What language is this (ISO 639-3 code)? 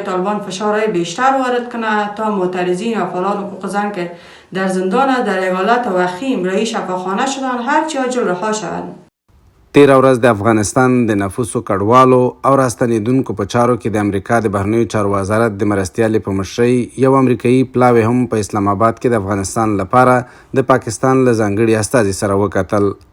pus